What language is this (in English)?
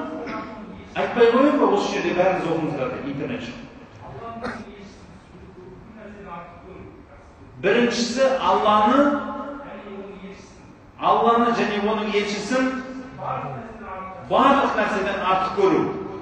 Kazakh